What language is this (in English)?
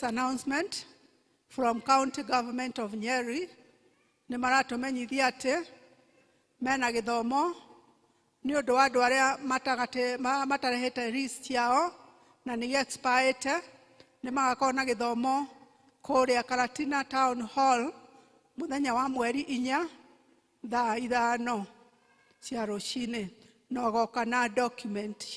Kikuyu